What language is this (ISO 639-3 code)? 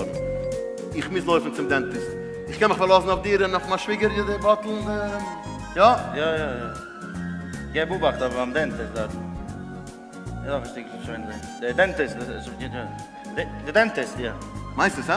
yid